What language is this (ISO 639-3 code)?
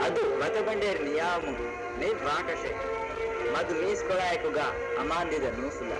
div